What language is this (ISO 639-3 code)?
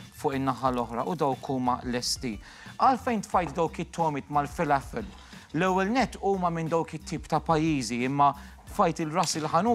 mlt